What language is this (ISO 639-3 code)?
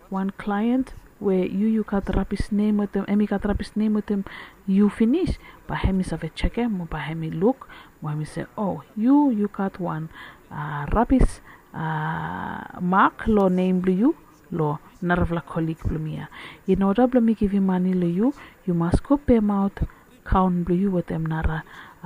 bis